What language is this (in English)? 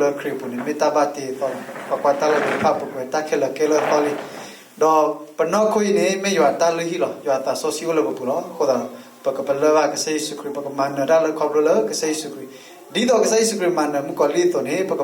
S'gaw Karen